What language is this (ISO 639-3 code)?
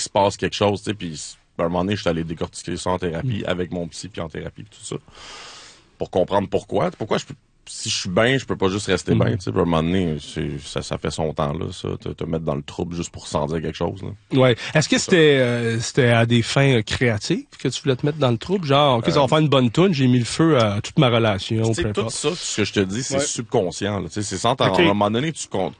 fra